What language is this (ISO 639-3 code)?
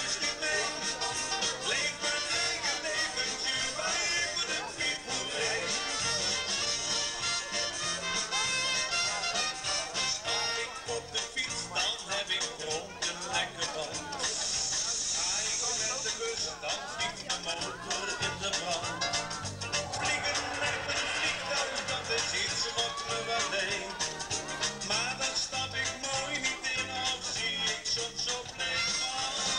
nld